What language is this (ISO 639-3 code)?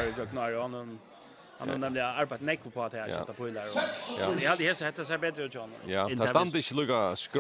fao